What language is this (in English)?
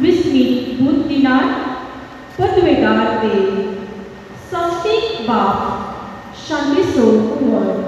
Konkani